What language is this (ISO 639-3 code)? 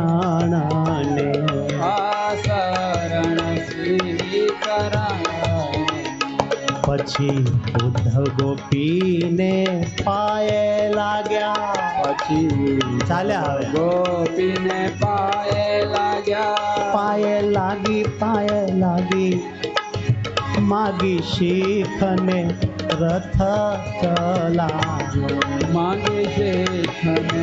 guj